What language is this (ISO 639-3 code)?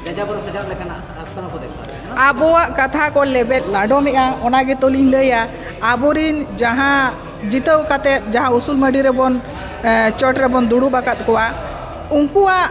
sat